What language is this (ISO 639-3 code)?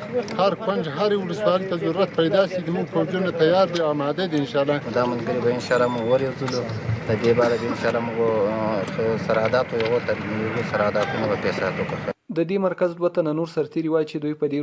pus